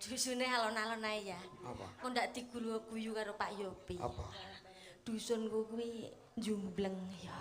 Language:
Javanese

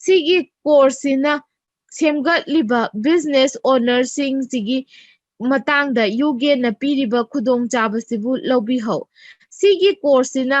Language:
Manipuri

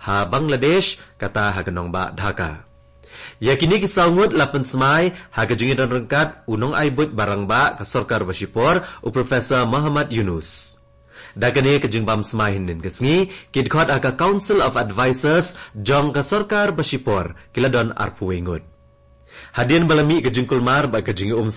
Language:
Khasi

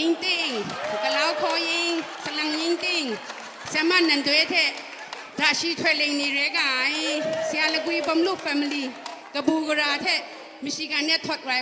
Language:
Kachin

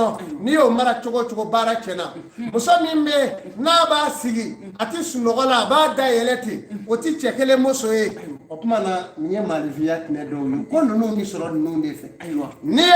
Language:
Bambara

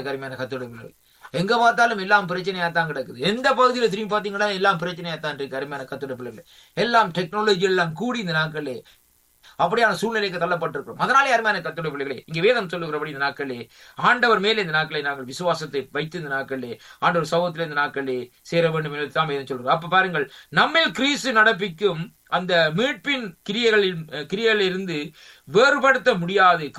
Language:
Tamil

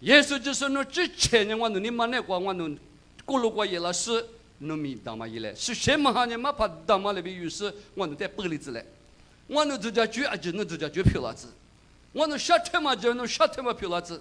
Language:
Lisu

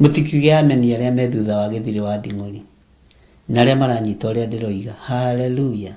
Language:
Kikuyu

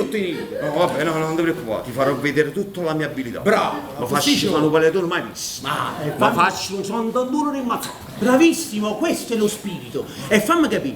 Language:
Neapolitan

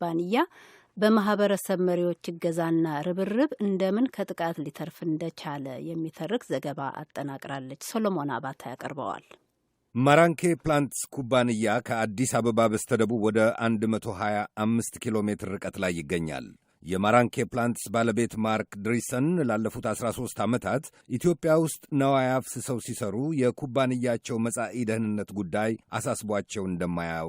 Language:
Amharic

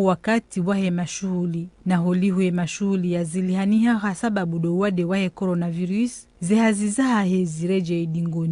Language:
Ngazidja Comorian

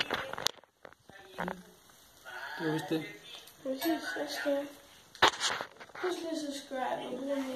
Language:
Danish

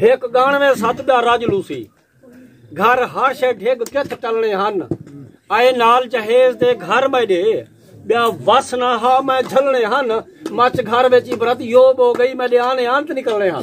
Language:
Saraiki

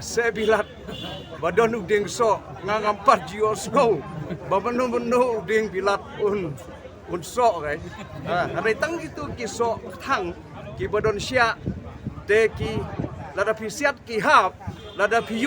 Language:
Khasi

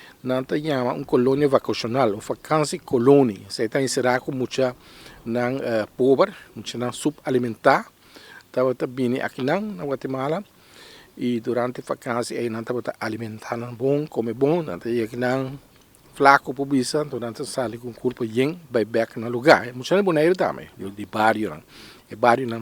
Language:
Papiamento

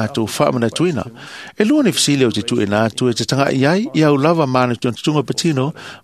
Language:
Samoan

